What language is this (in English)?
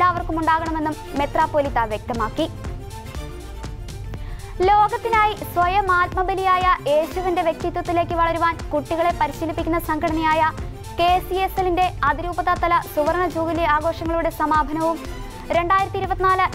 Malayalam